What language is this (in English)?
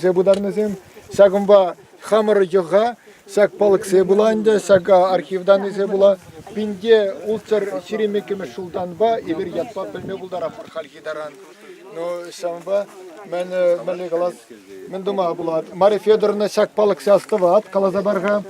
Chuvash